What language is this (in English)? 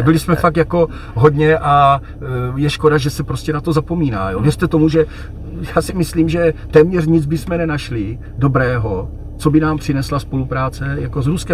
Czech